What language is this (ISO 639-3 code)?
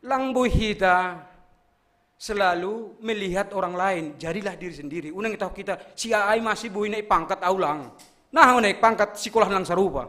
bts